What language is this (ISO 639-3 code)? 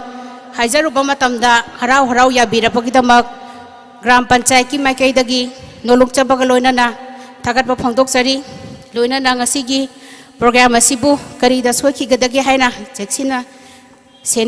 mni